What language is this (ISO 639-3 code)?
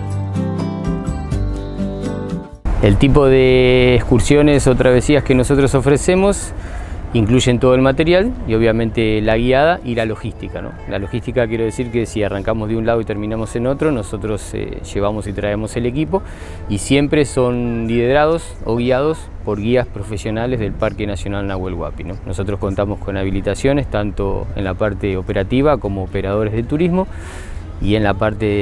spa